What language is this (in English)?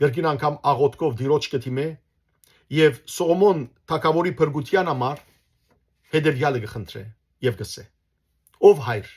Western Armenian